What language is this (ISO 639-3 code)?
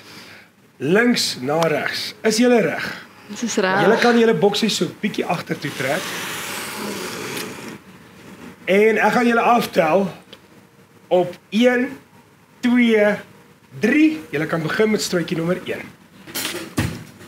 afr